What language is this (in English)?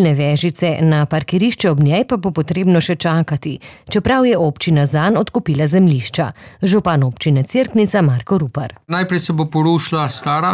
Slovenian